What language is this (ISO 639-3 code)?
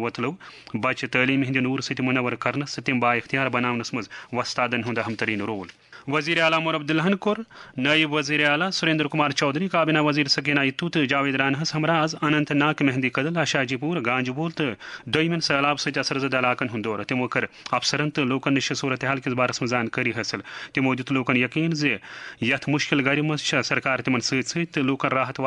kas